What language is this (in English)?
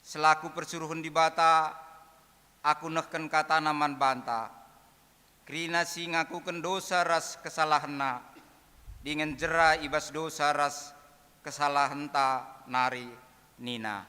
Batak Karo